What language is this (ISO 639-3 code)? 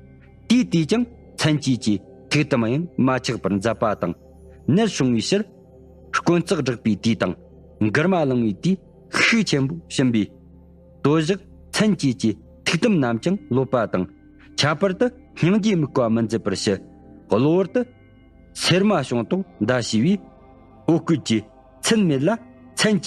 bod